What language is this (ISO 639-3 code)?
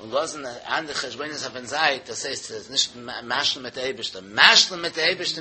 yid